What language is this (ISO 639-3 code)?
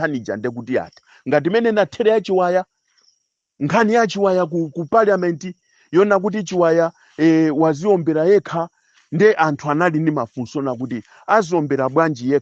nya